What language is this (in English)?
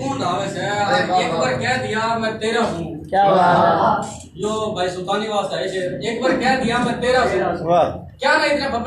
Haryanvi